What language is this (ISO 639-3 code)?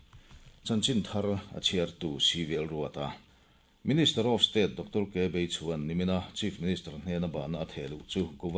lus